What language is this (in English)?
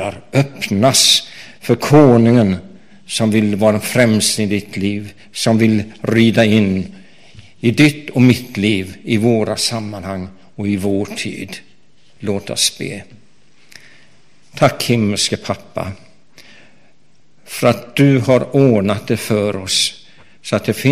Swedish